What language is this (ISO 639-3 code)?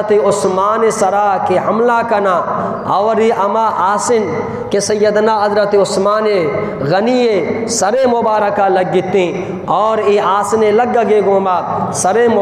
bgp